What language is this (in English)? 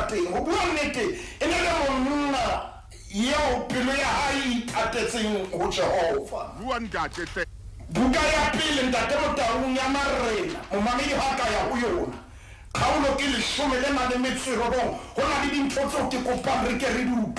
Southern Sotho